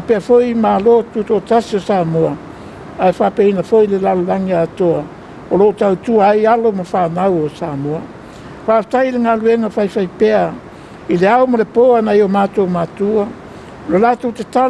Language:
Samoan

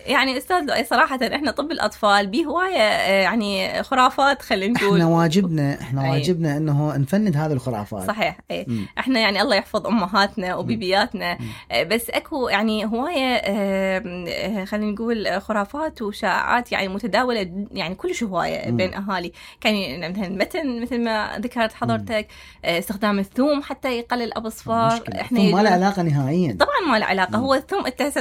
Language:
Mesopotamian Arabic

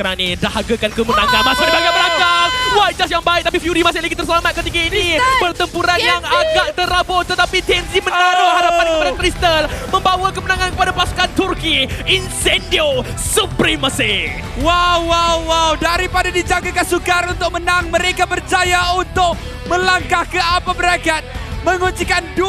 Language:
Malay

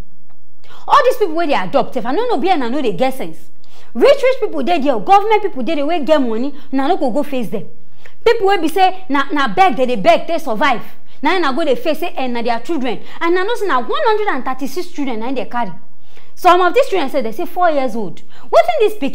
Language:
Nigerian Pidgin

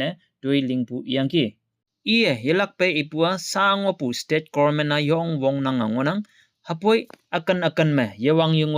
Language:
Konyak Naga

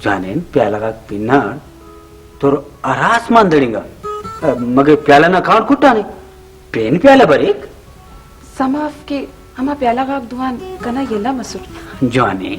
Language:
Brahui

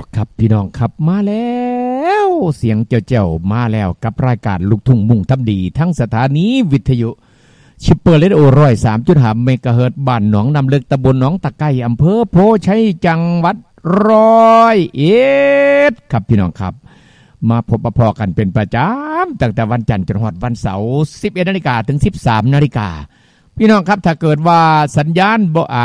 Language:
Thai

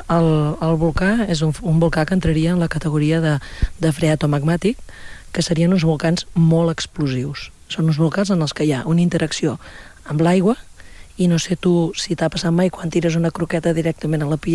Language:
Catalan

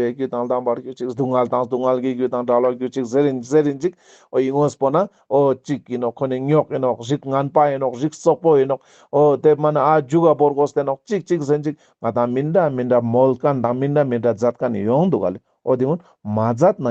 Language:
Ladakhi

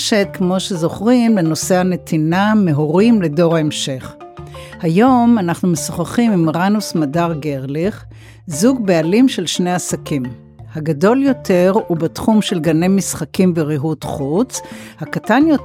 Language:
Hebrew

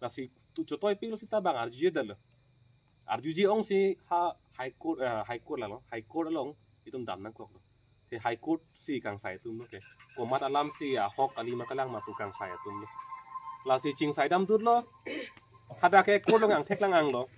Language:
Karbi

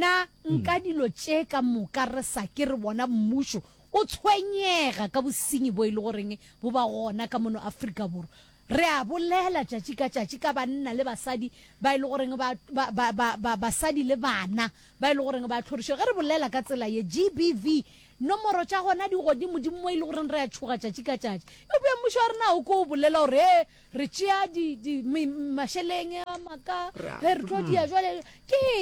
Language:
Northern Sotho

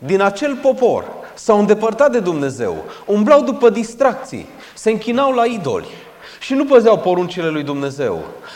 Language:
Romanian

